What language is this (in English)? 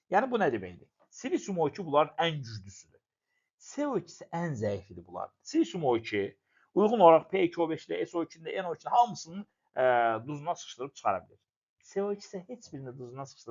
Azerbaijani